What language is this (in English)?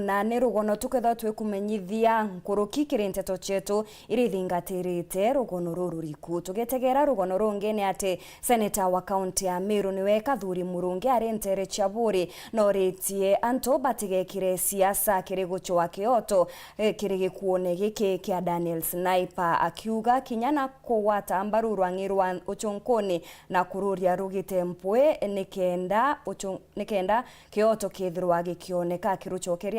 Meru